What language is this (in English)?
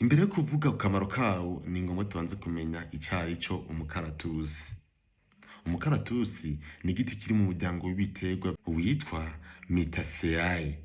Rundi